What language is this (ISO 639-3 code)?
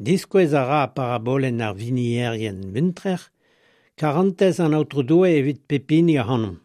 bre